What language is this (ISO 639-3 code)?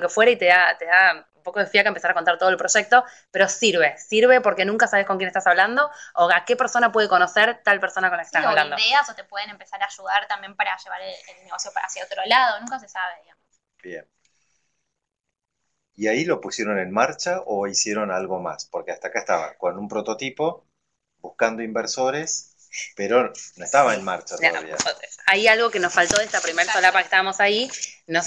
spa